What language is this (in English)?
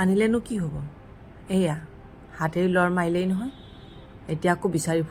Assamese